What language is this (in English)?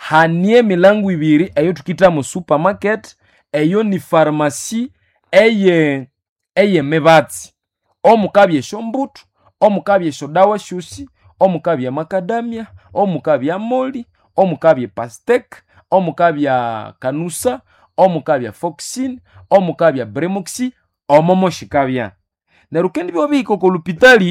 Nande